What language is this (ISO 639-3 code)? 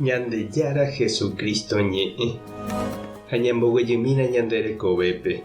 grn